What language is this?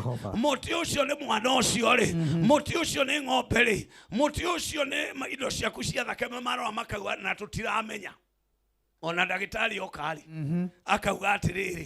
Kikuyu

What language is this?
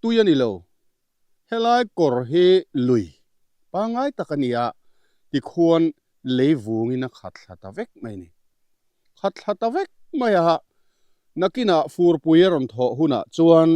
Mizo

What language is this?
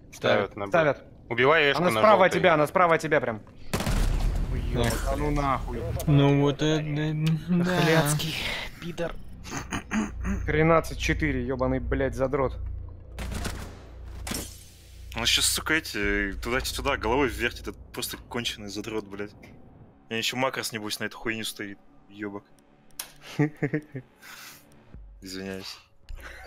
Russian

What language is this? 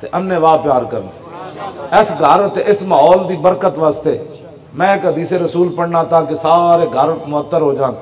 Western Panjabi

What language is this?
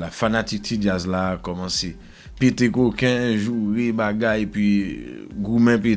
Haitian Creole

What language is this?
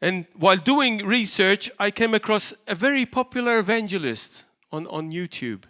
English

